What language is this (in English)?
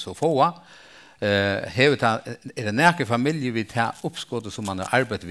Faroese